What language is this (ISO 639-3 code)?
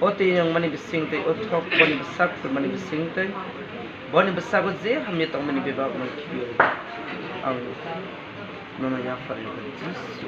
trp